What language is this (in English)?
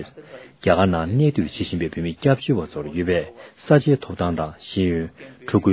Tibetan